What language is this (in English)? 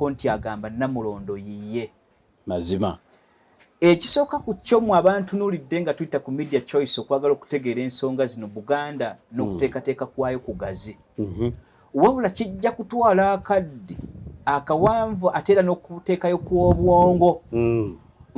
Ganda